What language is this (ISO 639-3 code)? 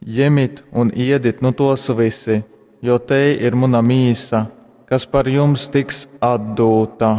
ltg